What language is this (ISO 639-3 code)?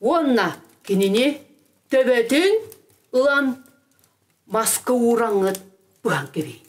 sah